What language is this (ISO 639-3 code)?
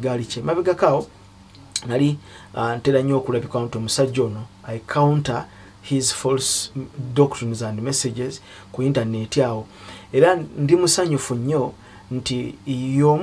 lug